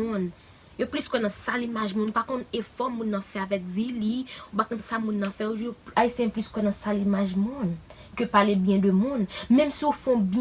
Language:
Haitian Creole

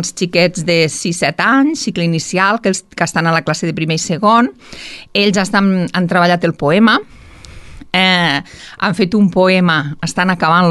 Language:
Catalan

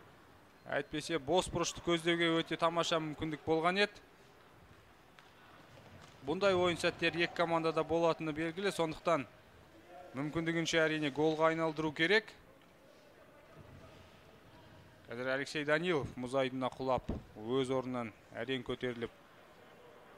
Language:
Kazakh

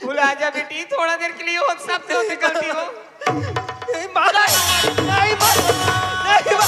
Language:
Chhattisgarhi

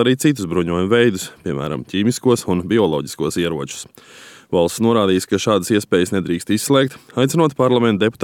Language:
Latvian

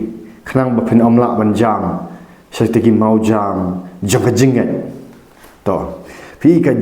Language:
Khasi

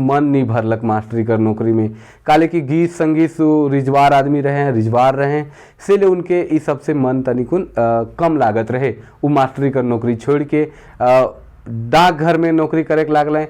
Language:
Sadri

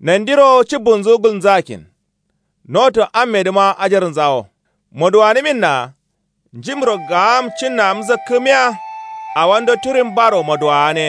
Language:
Kanuri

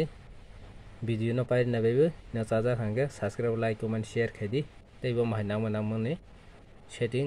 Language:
Kok Borok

